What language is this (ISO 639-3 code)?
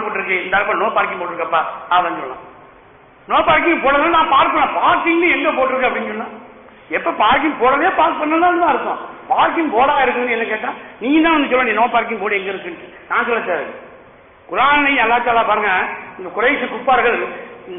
tam